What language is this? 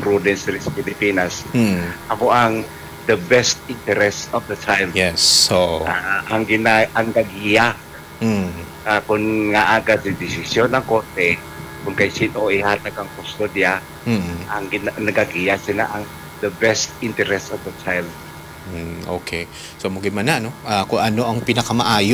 Hiligaynon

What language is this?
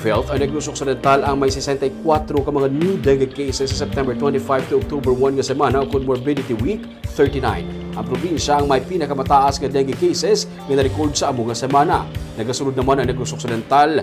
Hiligaynon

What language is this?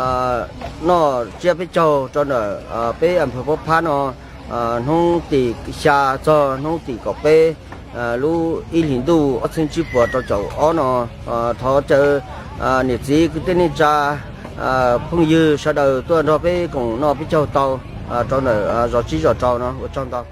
Hmong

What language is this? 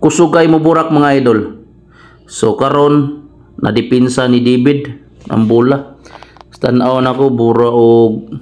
Cebuano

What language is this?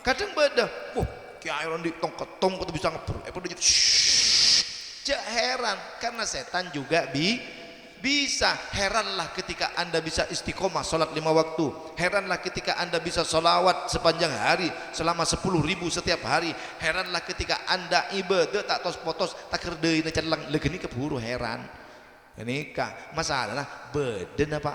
Madurese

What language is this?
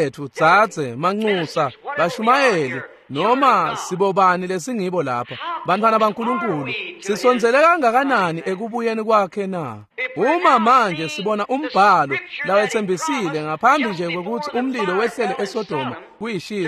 Swati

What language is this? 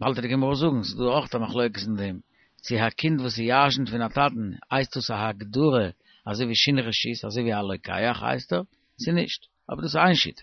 Yiddish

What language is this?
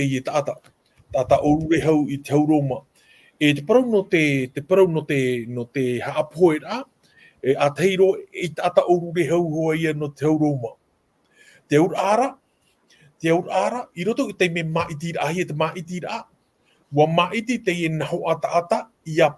Tahitian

